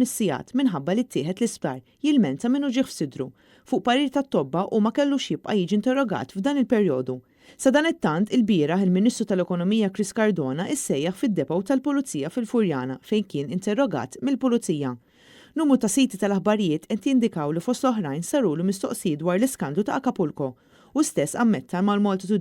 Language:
Maltese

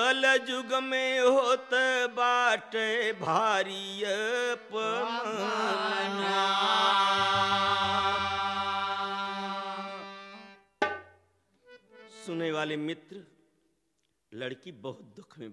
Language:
Bhojpuri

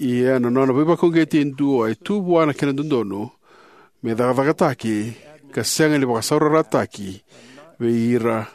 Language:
Fijian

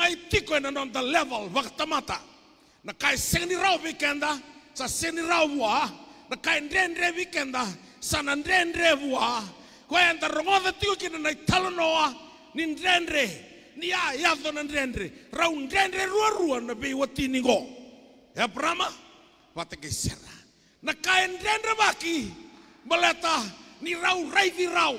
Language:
Fijian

